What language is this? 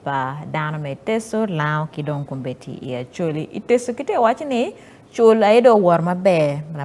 Acoli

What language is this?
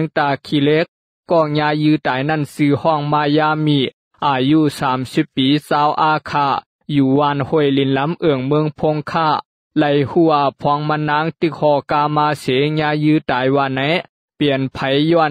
Shan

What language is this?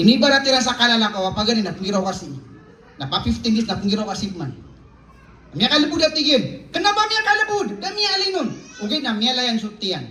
Maranao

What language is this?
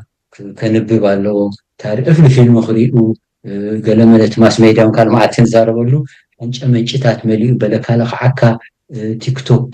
Tigrinya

